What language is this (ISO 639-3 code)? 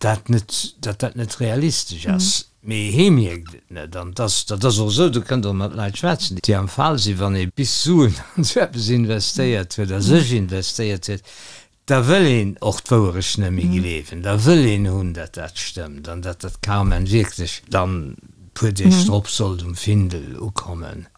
ltz